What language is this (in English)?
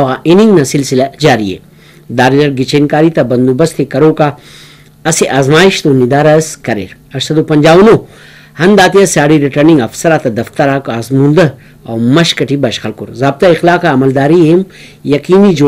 Brahui